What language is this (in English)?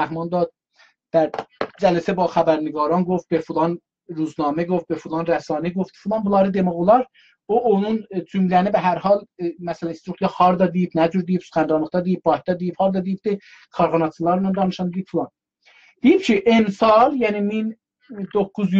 South Azerbaijani